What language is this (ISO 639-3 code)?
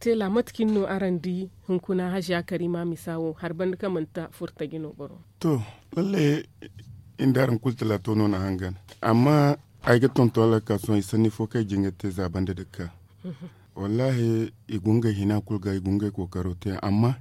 dje